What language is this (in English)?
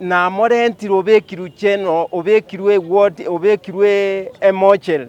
Gusii